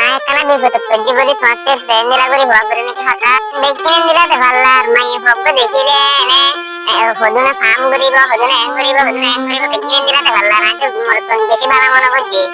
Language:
Rohingya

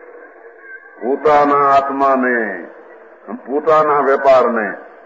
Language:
Gujarati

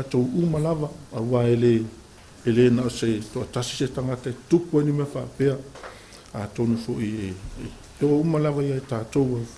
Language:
Samoan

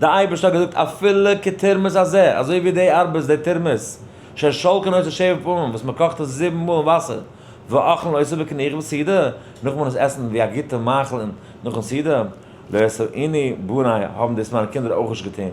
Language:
Yiddish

